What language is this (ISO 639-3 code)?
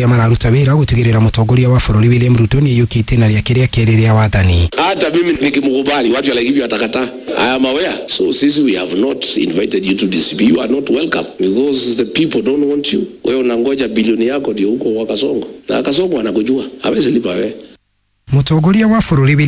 kik